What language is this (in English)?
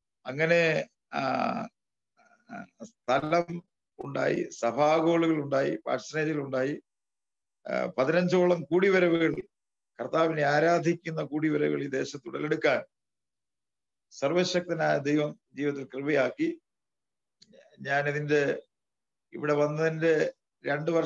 Malayalam